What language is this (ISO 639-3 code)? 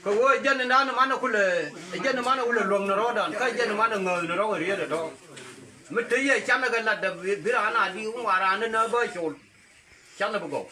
nus